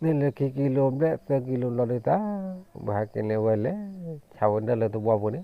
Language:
S'gaw Karen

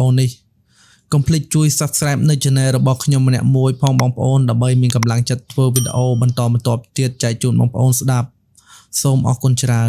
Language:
Khmer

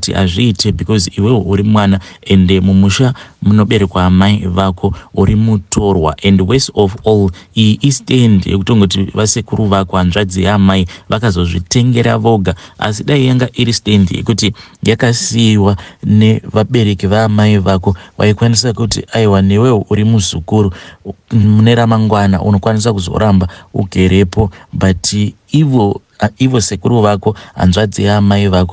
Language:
Shona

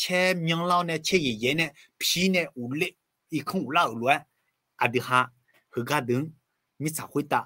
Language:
Akha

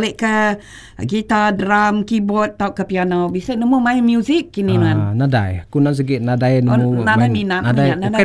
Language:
Iban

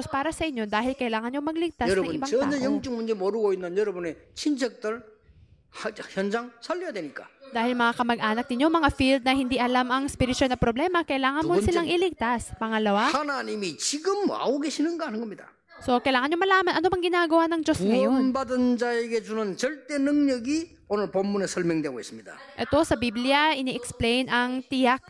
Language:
Filipino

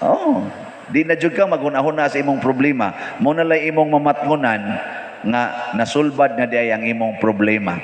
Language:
Cebuano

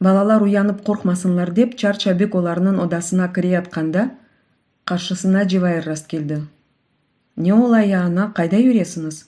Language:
Crimean Tatar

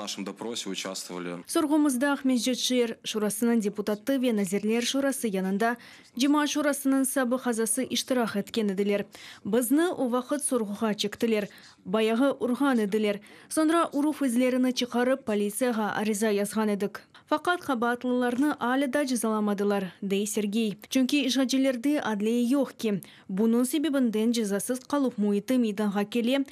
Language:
Crimean Tatar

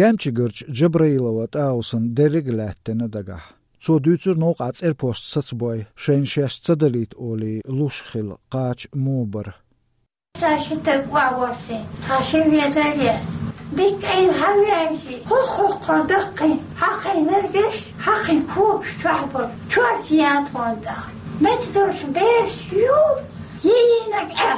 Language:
Chechen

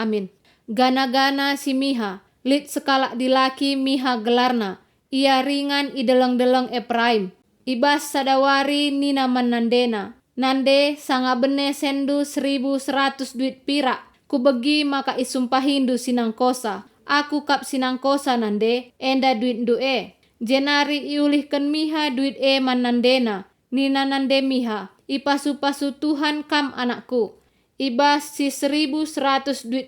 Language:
Batak Karo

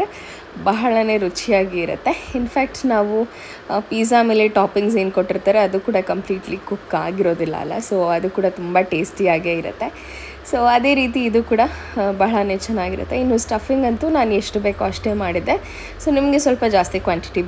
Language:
Kannada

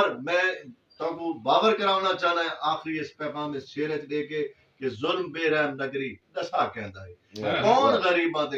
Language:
Western Panjabi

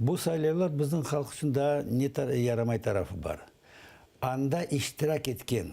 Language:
Crimean Tatar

